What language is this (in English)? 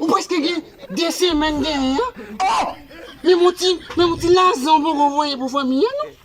Haitian Creole